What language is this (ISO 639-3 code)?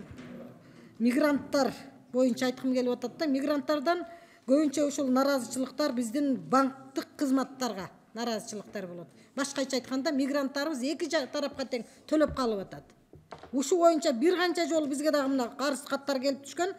kir